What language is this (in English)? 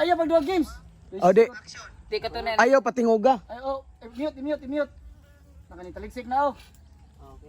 Cebuano